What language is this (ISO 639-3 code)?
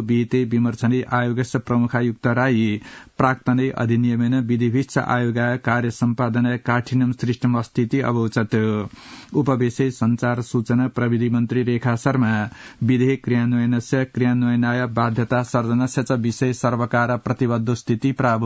san